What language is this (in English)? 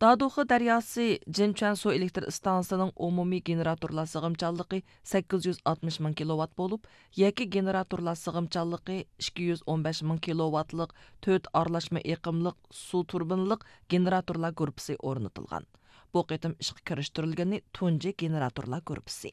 Uyghur